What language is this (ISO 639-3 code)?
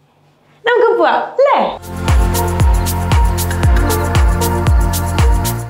mal